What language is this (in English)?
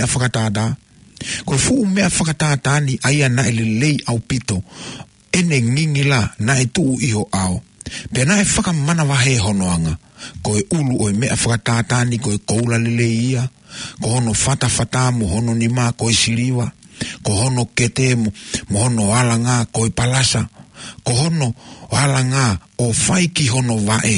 Tongan